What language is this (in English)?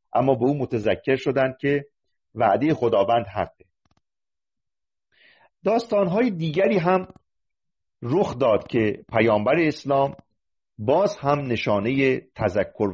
Persian